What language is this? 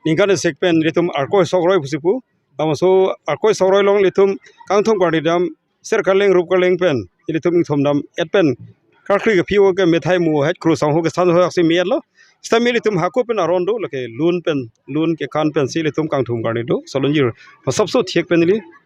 Karbi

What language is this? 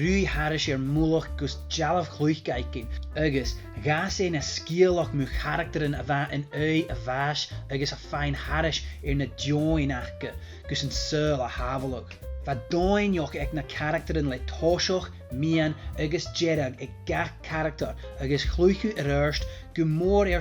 Scottish Gaelic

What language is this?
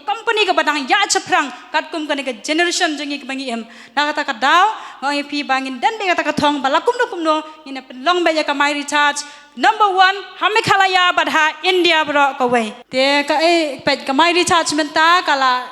Khasi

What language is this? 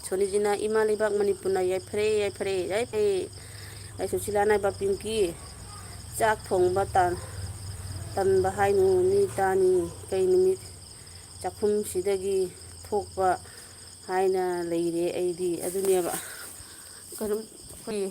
Manipuri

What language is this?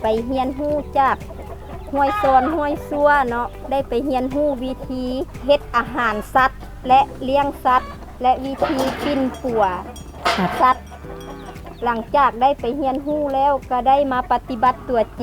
Lao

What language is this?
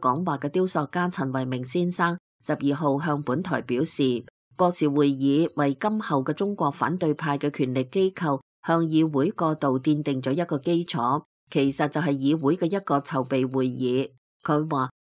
Cantonese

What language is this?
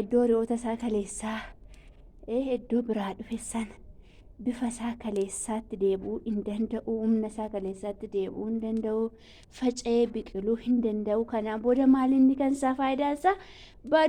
Oromo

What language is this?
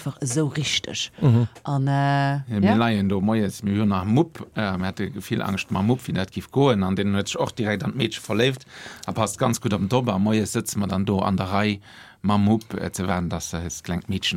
Luxembourgish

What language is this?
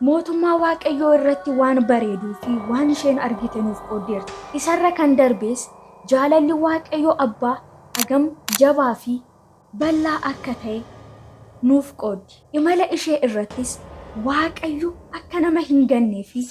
Oromo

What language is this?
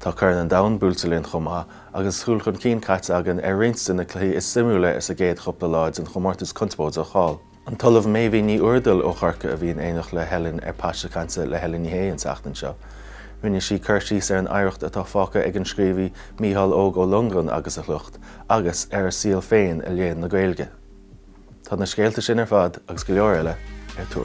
Irish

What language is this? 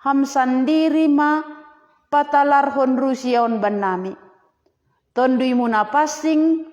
Batak Simalungun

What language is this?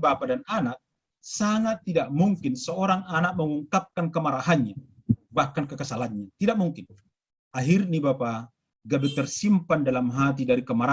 Batak Simalungun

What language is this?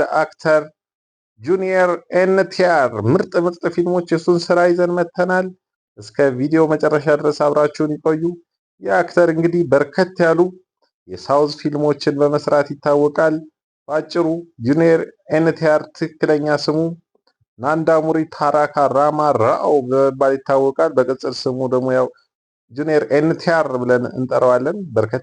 Amharic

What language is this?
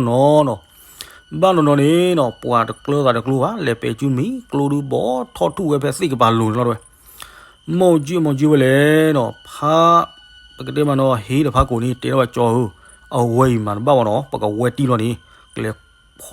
S'gaw Karen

